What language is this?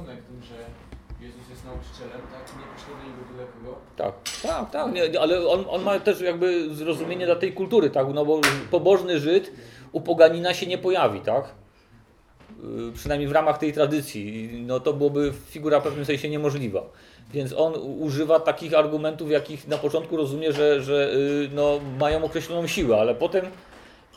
Polish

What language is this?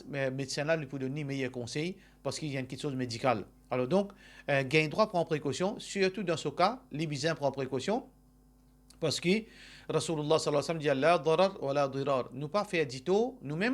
Morisyen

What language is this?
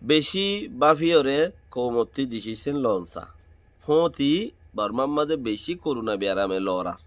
Rohingya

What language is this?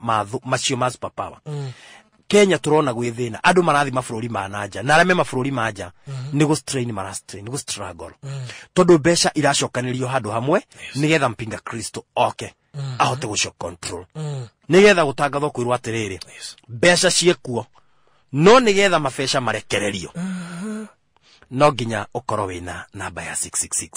Kikuyu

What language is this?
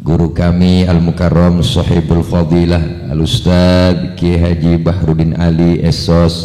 Betawi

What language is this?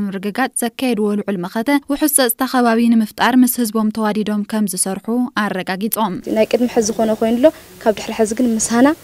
Tigrinya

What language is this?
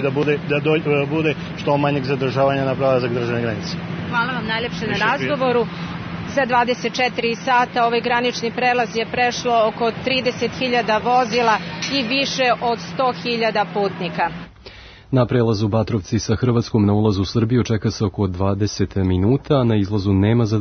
Serbian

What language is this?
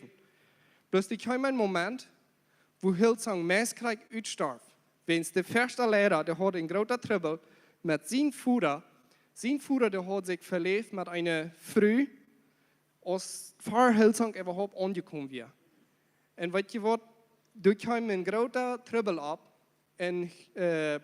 Plautdietsch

